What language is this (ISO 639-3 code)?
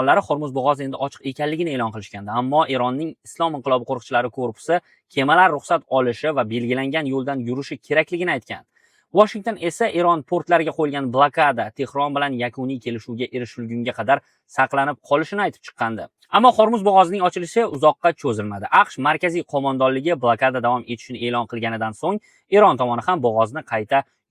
uzb